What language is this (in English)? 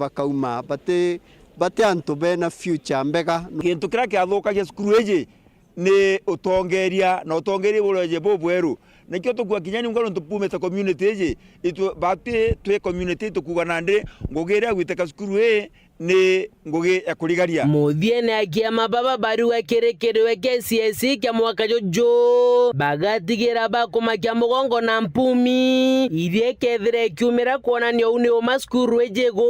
Meru